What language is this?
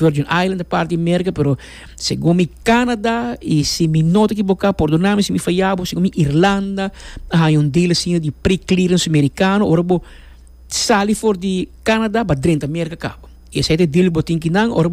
Papiamento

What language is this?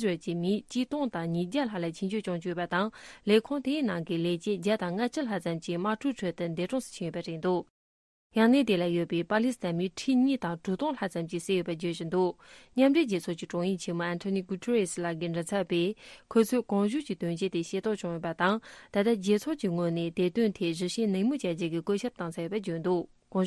Tibetan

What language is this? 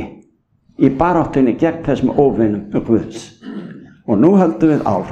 Icelandic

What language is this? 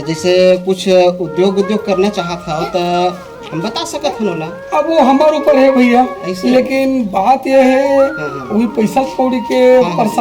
Chhattisgarhi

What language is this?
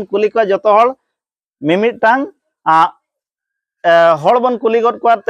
Santali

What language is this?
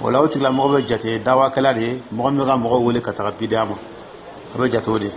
Dyula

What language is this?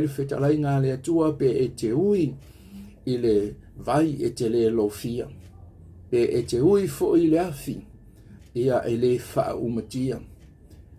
Samoan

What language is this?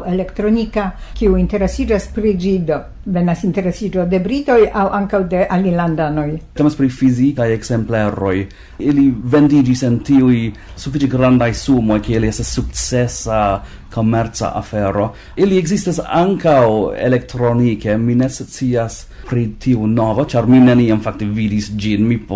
Esperanto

